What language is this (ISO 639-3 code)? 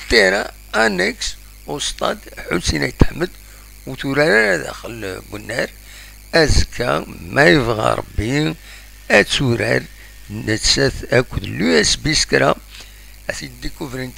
kab